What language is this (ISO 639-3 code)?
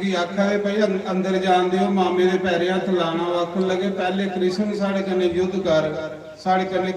doi